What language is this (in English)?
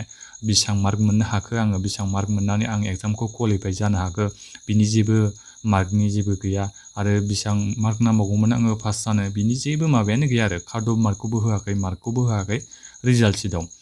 Bodo